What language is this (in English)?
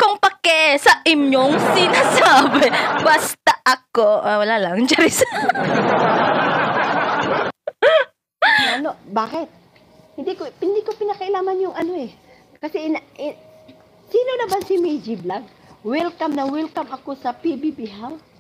Filipino